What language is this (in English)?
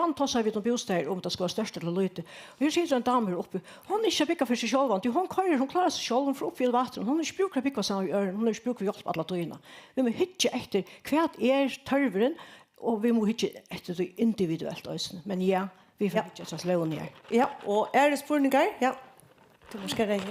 Faroese